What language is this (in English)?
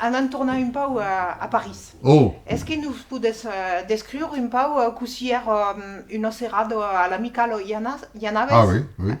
Occitan